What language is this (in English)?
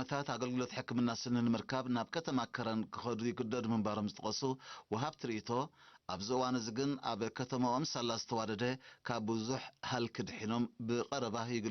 Tigrinya